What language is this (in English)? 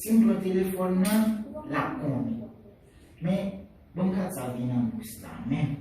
Haitian Creole